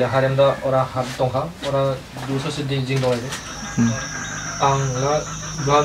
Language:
Dimasa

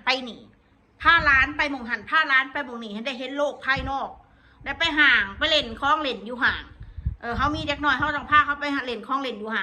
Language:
Northeastern Thai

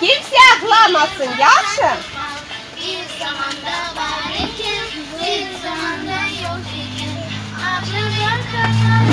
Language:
Crimean Tatar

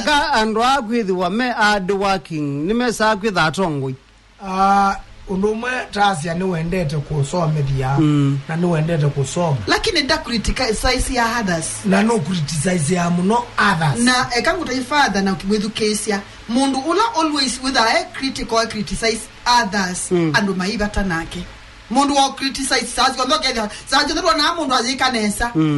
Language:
Kamba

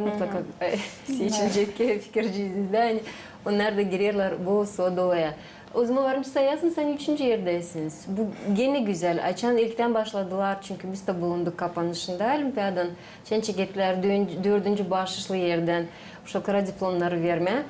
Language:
Gagauz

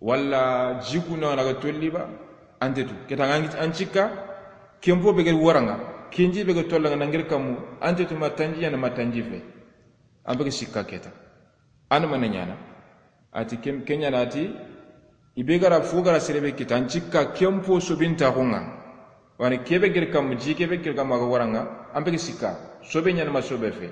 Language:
Soninke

